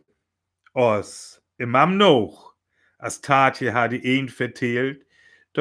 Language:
Northern Frisian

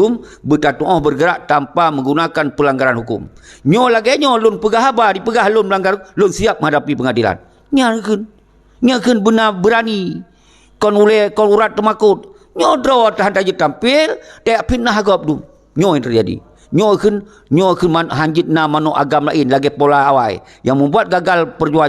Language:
Achinese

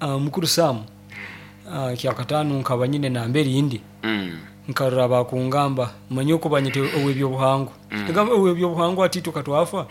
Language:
Nyoro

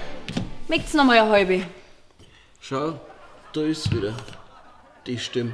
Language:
Bavarian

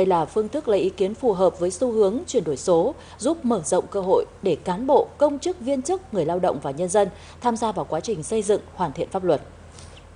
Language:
Vietnamese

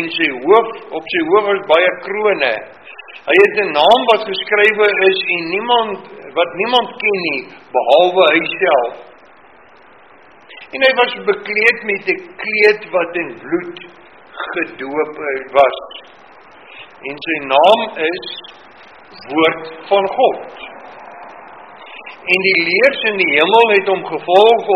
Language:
Afrikaans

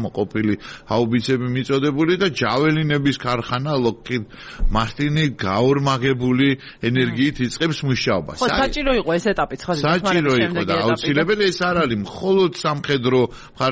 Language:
Georgian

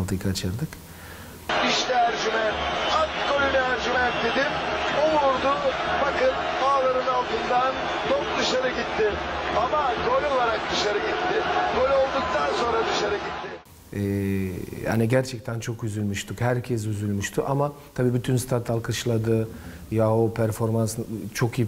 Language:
Turkish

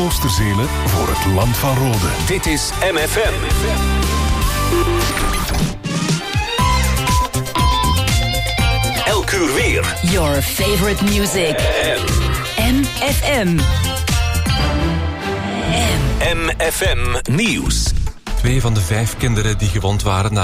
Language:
Dutch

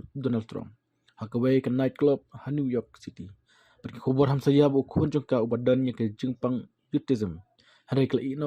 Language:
Khasi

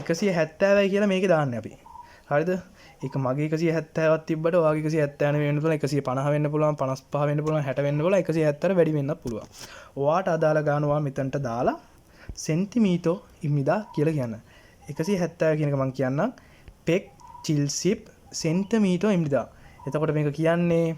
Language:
Sinhala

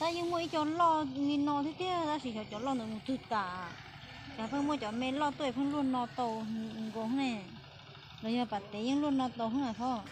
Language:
Hmong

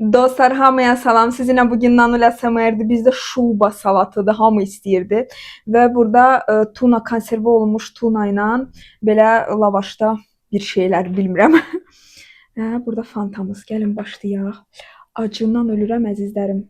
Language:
Azerbaijani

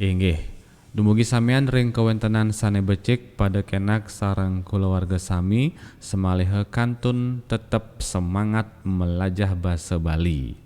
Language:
Balinese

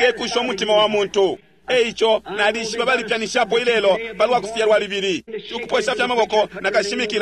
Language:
Bemba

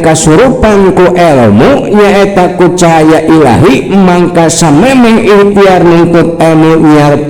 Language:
Sundanese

